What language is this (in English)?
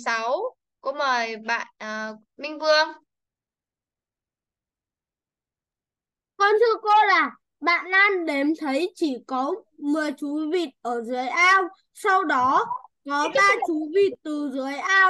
Vietnamese